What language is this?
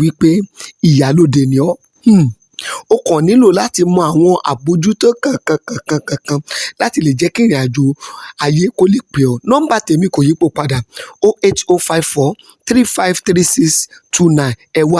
Yoruba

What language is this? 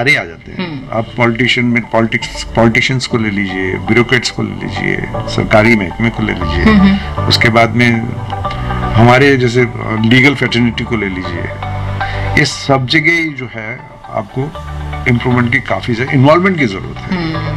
Hindi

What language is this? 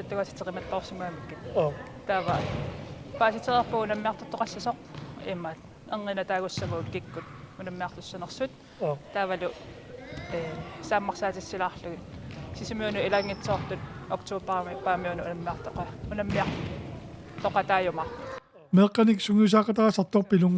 Kalaallisut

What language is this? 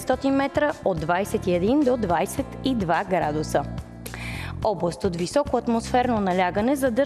Bulgarian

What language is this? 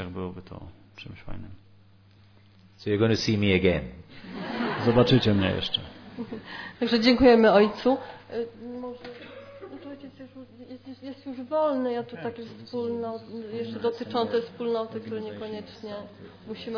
Polish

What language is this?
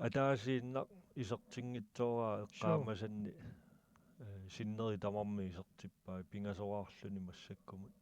Kalaallisut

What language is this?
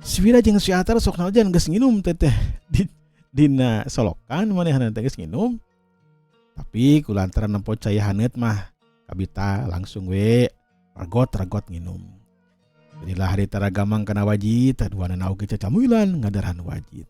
Sundanese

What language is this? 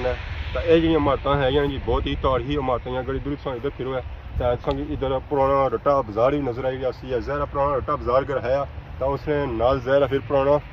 Pahari-Potwari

